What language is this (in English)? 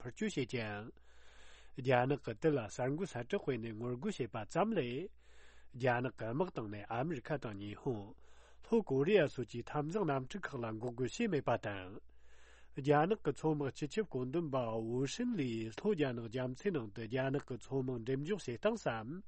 Tibetan